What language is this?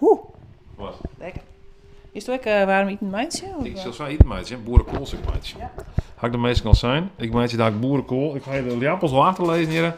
Western Frisian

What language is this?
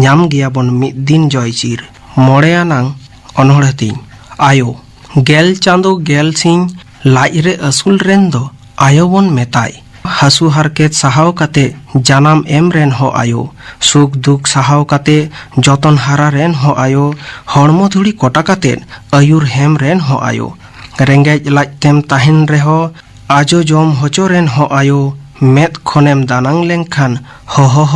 Santali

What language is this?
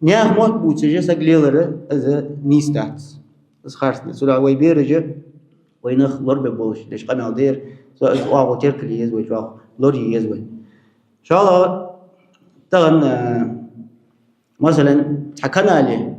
Ingush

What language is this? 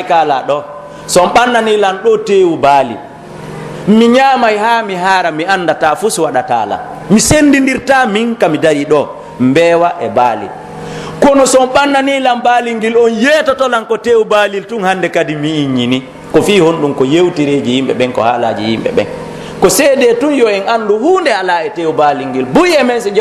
Pular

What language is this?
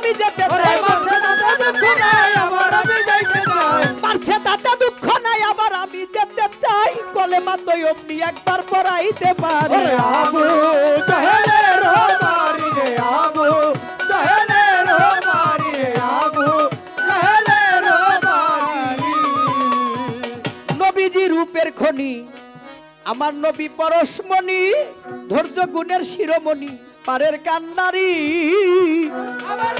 Bangla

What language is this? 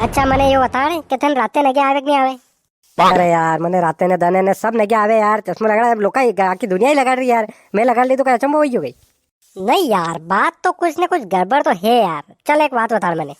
Rajasthani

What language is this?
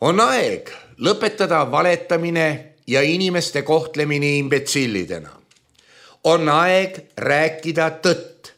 Estonian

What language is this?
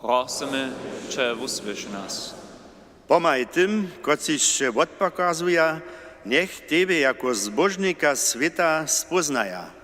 Upper Sorbian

